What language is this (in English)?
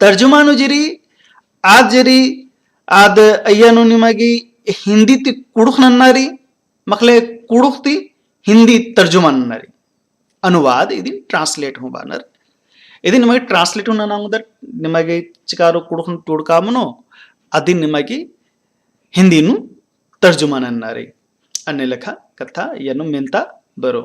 Kurukh